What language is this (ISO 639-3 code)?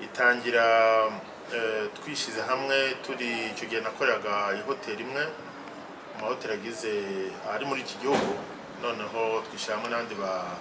kin